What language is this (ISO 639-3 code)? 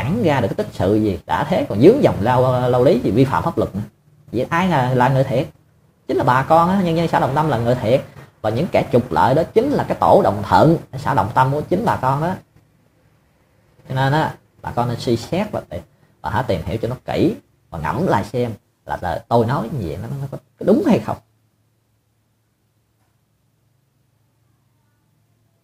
vie